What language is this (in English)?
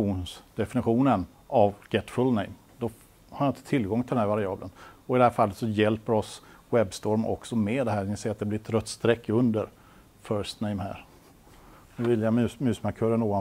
Swedish